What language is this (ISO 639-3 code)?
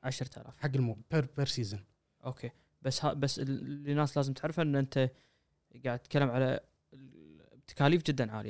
afb